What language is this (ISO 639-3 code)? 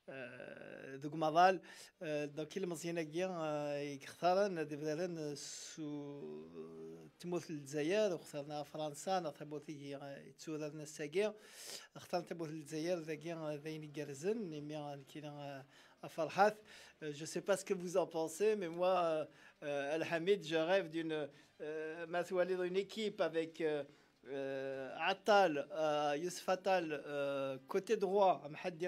kab